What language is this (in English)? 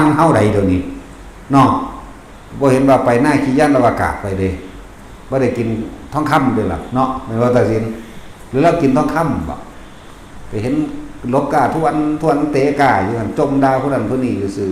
Northeastern Thai